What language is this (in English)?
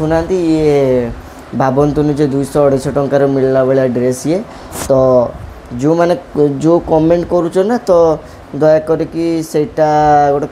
Odia